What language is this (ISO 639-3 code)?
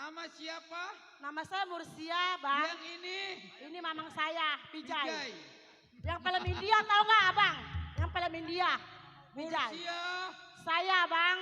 bew